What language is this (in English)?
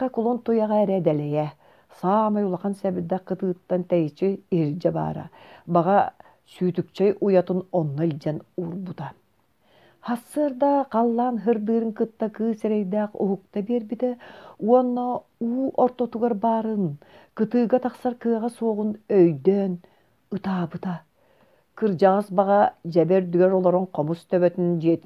Yakut